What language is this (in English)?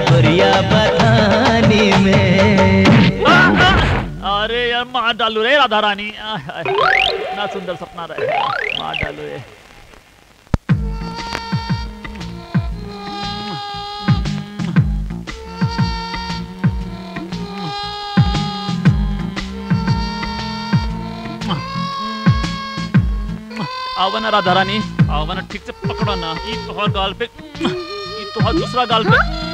Bhojpuri